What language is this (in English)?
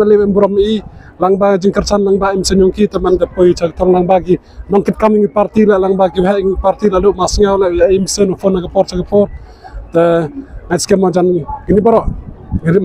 Khasi